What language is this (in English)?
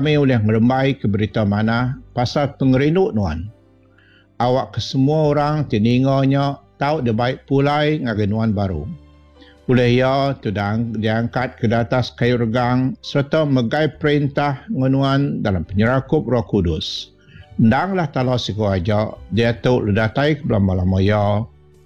Iban